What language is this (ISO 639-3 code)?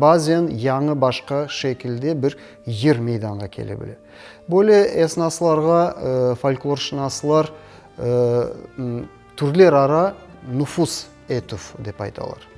crh